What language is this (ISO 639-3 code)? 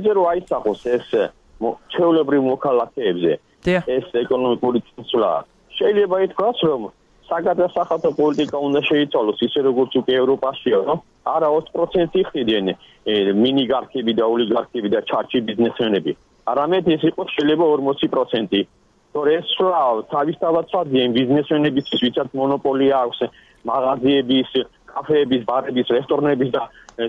kat